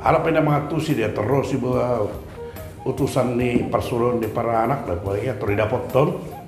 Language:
Batak Toba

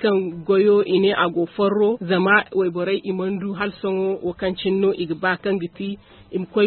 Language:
Zarma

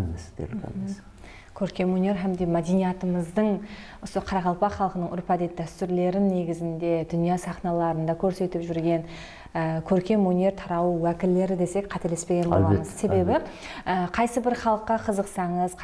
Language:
Kara-Kalpak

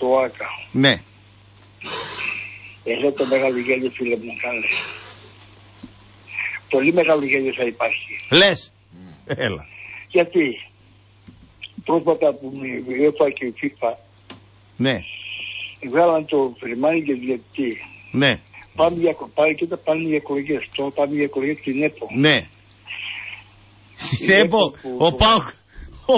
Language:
Greek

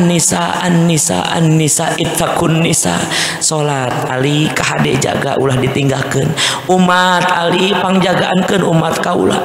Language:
Sundanese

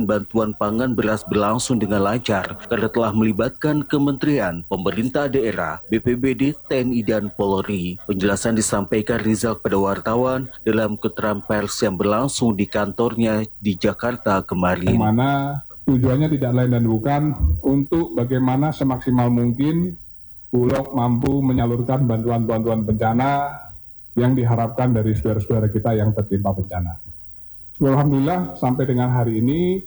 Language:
Indonesian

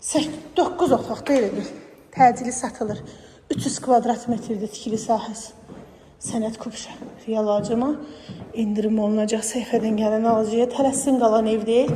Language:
Azerbaijani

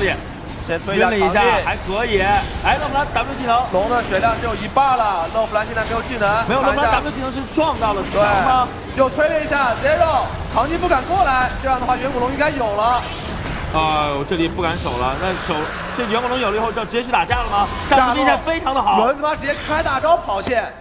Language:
Chinese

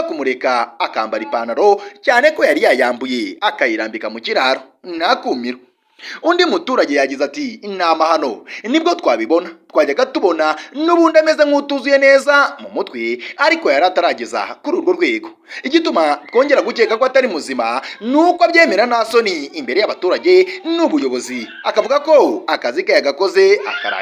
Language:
Kinyarwanda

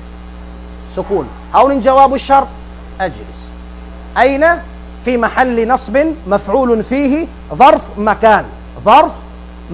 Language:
Tausug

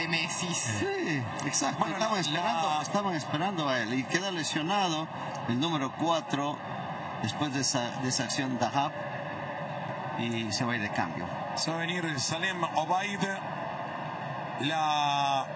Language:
Spanish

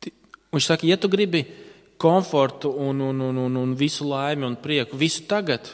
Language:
Latvian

